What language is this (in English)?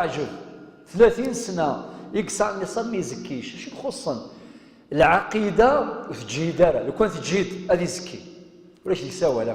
Kabyle